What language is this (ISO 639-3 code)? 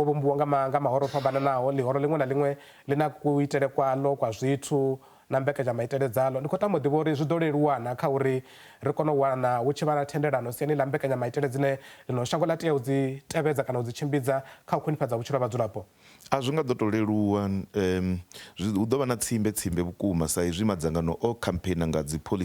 ven